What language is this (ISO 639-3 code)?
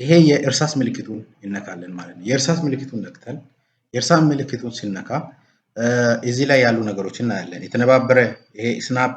amh